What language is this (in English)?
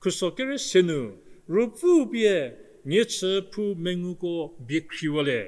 Angami Naga